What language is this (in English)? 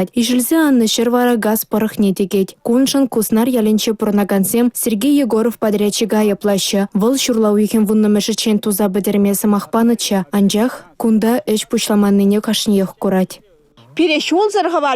Chuvash